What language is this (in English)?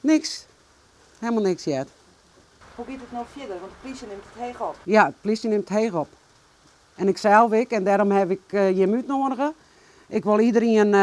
Western Frisian